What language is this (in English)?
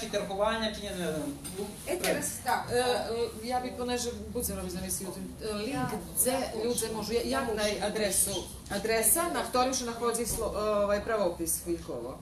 Rusyn